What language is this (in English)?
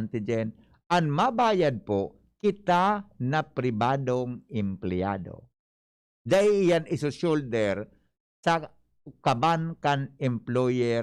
Bikol